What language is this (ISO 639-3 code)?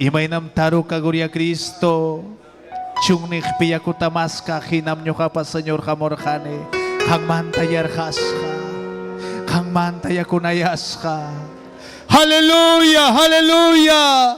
quy